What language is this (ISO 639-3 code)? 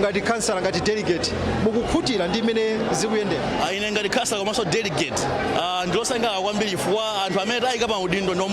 nya